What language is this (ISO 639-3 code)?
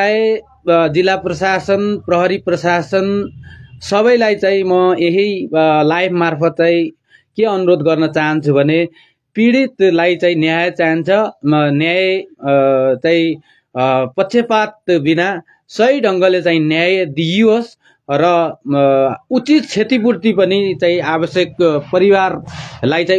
nep